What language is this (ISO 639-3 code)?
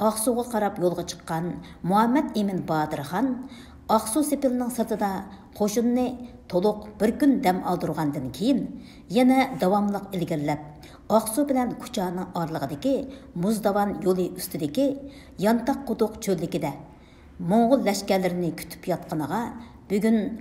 uig